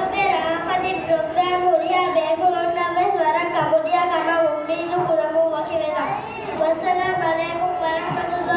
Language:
Divehi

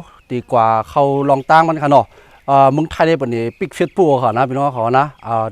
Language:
Shan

